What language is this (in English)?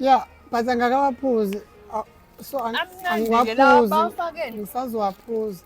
Zulu